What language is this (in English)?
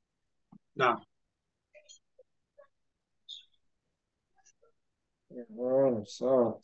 Swahili